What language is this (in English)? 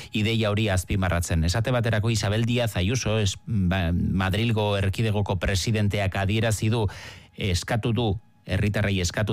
Basque